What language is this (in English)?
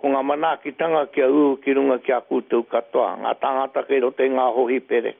Māori